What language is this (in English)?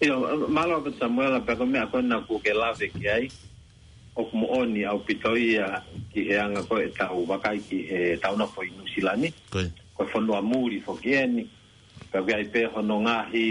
Tongan